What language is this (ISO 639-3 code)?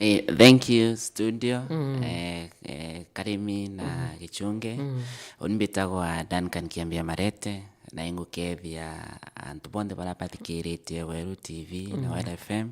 mer